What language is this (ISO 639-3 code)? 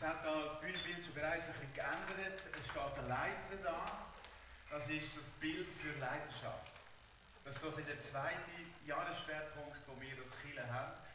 gsw